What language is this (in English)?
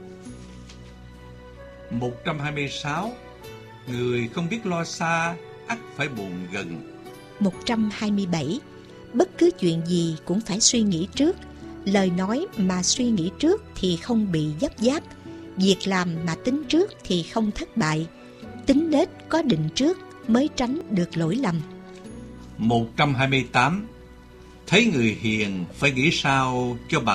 Vietnamese